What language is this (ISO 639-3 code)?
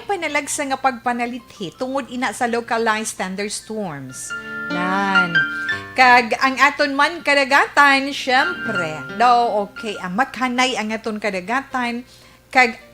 hil